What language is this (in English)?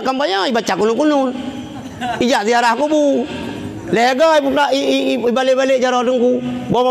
Achinese